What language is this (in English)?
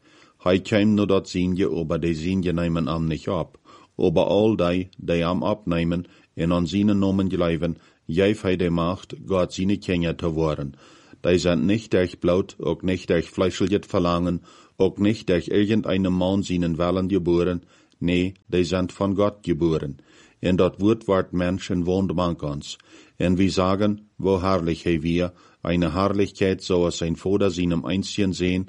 Plautdietsch